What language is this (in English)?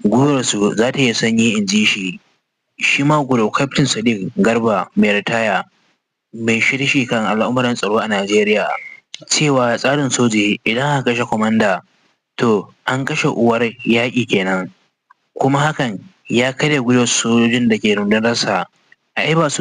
Hausa